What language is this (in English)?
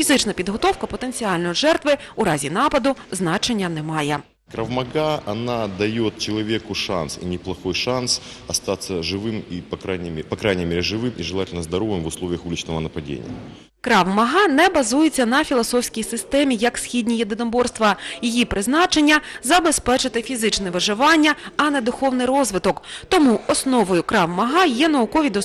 Ukrainian